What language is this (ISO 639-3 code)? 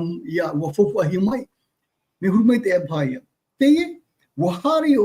tah